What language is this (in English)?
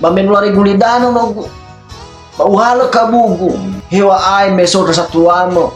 Nias